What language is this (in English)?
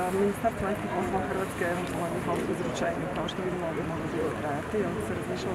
Croatian